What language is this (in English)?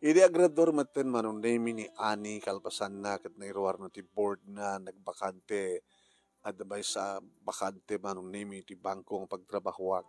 Iloko